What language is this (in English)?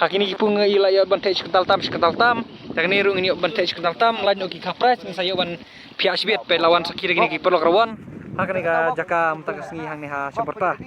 Khasi